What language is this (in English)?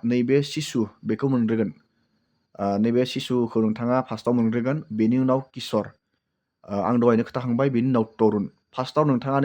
Bodo